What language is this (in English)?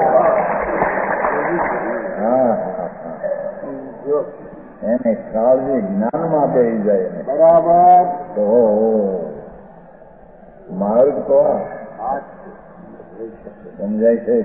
Gujarati